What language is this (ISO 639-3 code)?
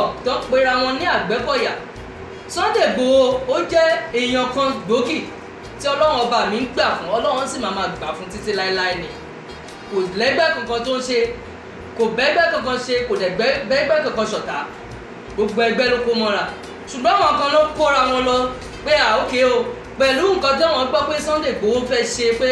yor